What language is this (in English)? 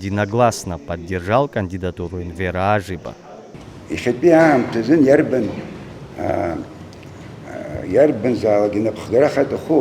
Abkhazian